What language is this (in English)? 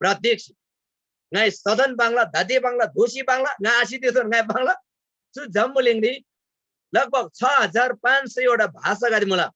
Eastern Tamang